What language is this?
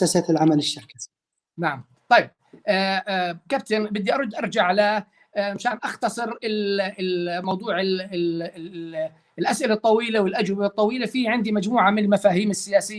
North Levantine Arabic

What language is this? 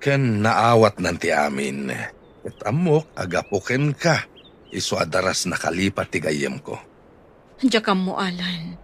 Iloko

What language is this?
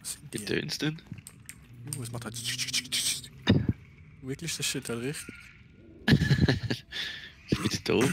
Swiss German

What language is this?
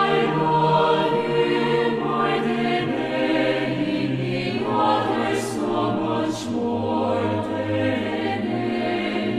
South Bolivian Quechua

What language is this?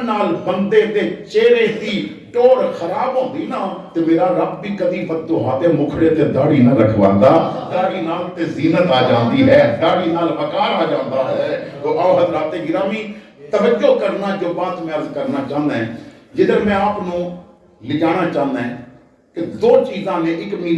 Western Panjabi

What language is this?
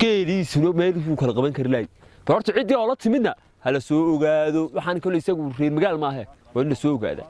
Somali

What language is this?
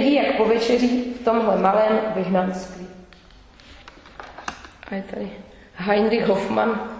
Czech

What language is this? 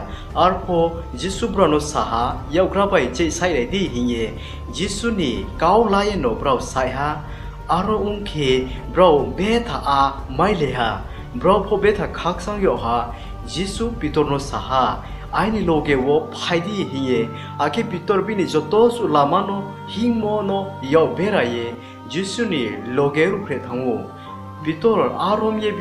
Riang (India)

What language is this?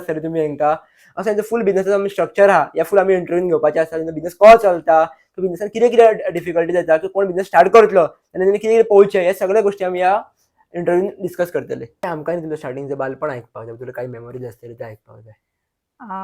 Konkani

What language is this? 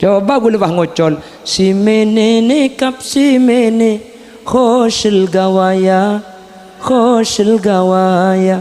Madurese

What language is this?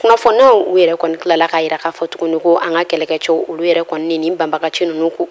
Bambara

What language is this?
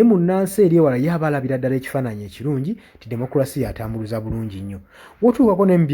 Ganda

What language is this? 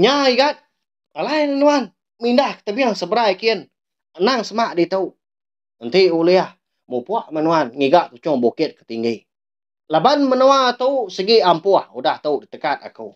Iban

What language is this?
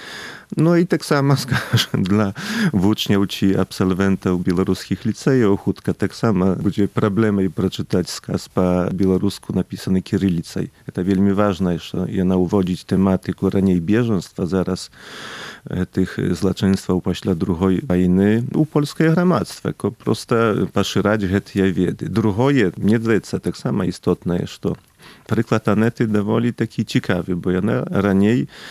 Polish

